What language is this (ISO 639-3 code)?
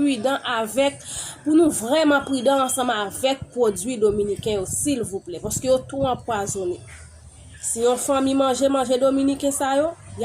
hat